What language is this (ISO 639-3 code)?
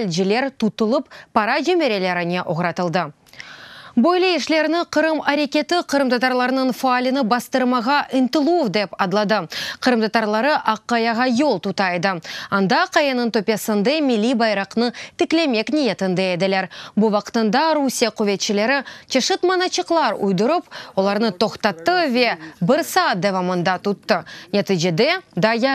crh